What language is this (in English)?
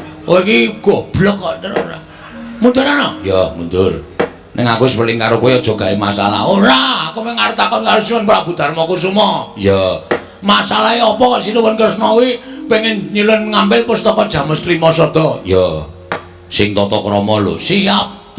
Javanese